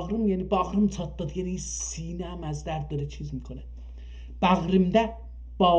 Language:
South Azerbaijani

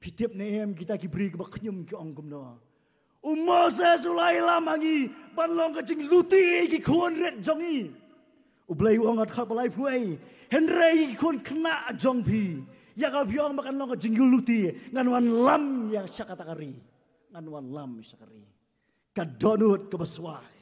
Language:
Khasi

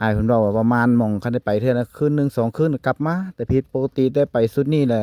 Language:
Lao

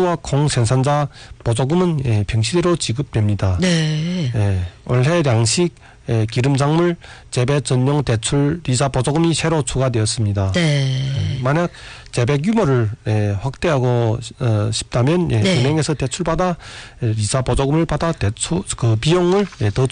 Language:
Korean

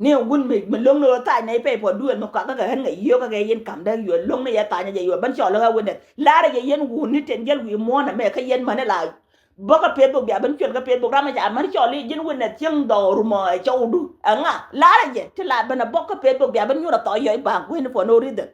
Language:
Nuer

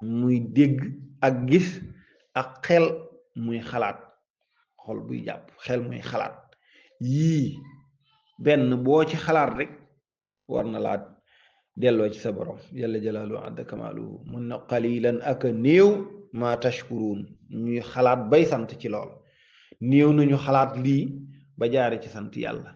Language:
Wolof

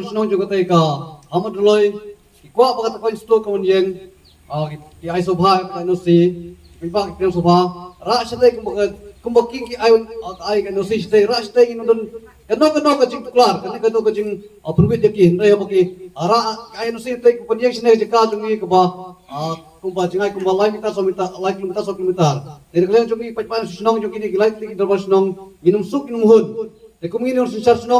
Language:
Khasi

